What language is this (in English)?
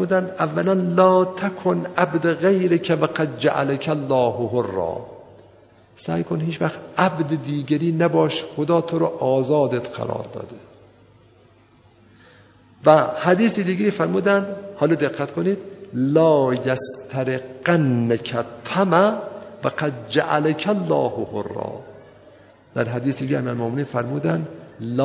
Persian